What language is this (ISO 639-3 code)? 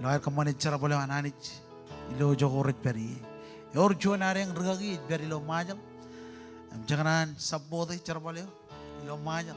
mah